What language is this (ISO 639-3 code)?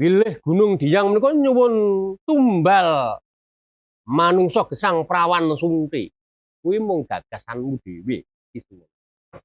jav